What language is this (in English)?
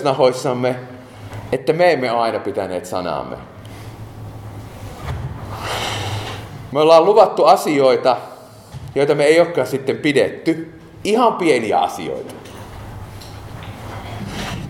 Finnish